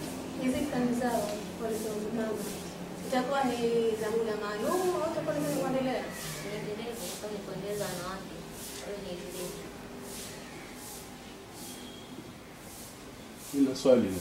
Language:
Swahili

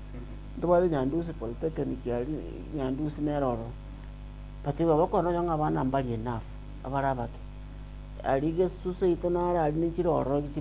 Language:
Gusii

